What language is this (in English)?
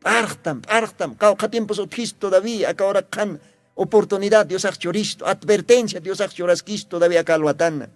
Aymara